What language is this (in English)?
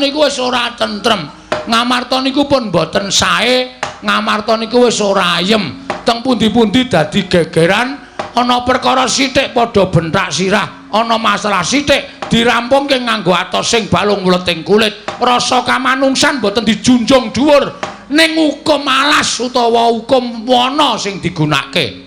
Javanese